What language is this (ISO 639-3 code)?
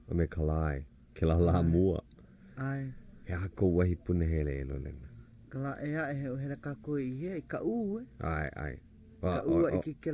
haw